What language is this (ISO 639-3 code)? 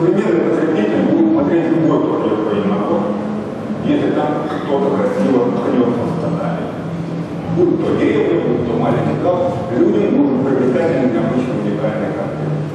rus